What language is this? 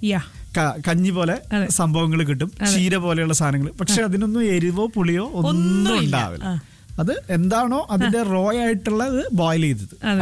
Malayalam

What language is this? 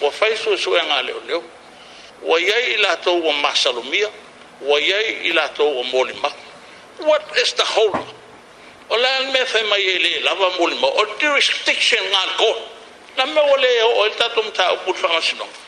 Samoan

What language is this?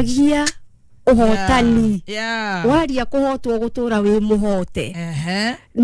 Kikuyu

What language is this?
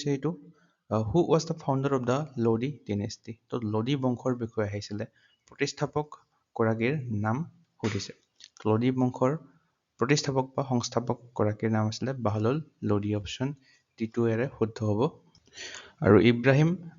Assamese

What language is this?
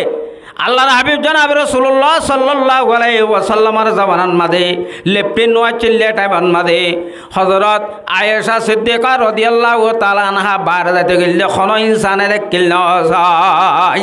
Rohingya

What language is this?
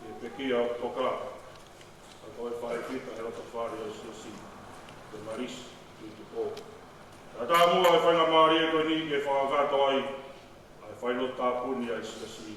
Tongan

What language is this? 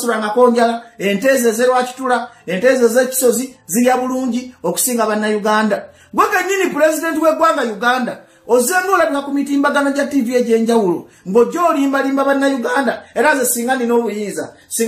Ganda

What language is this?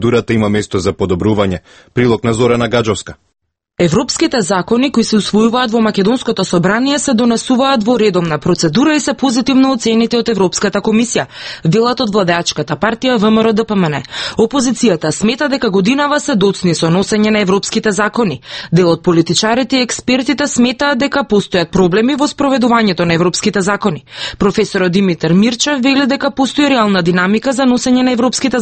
Macedonian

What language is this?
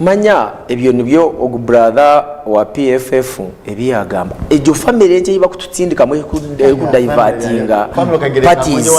Nyankole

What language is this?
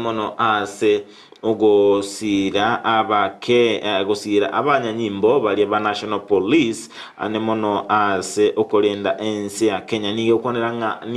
Gusii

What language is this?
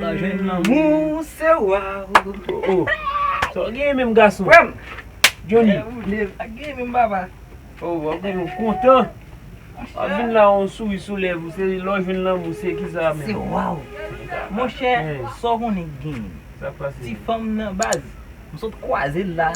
Haitian Creole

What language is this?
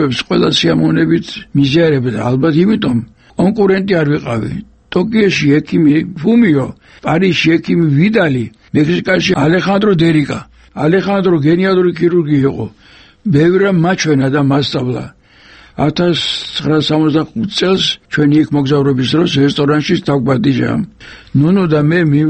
Georgian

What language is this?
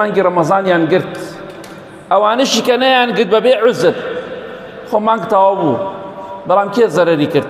Central Kurdish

